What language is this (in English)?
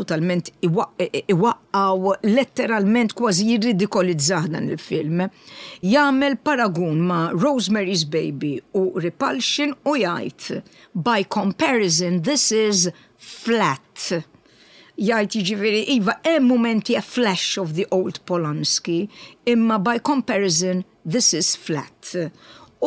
Maltese